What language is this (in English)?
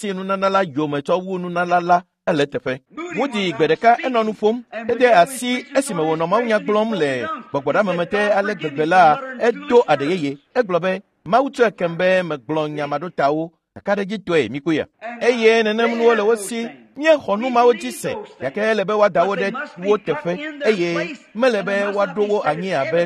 Ewe